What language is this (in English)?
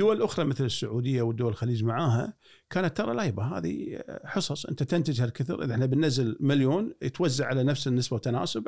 Gulf Arabic